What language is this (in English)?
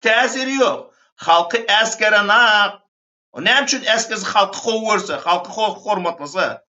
Turkmen